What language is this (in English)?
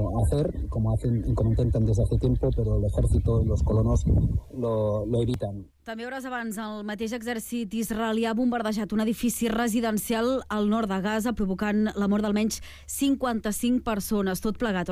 Catalan